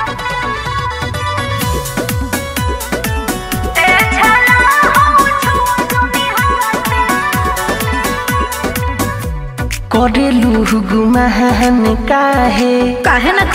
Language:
Bhojpuri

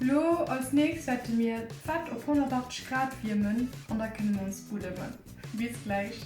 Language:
Luxembourgish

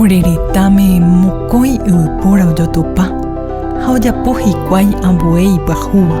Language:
Guarani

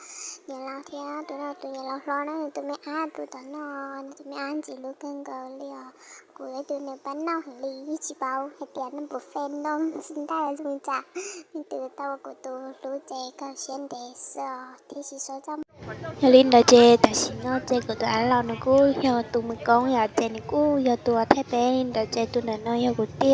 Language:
Hmong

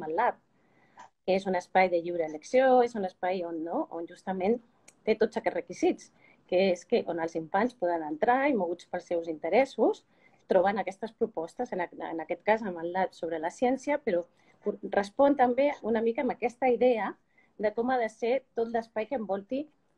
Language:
Catalan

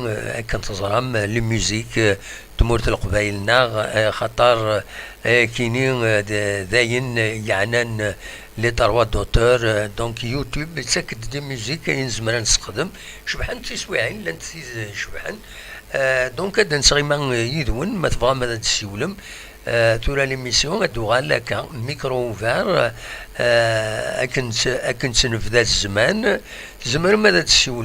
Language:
Kabyle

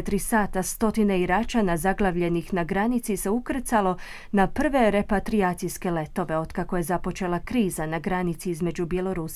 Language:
Croatian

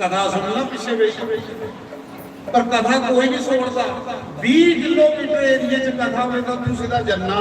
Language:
Dogri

